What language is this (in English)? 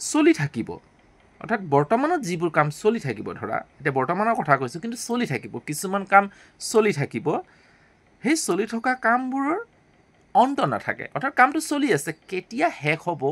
Assamese